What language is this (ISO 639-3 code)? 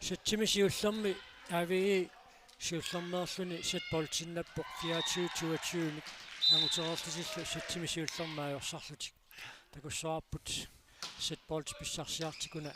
kal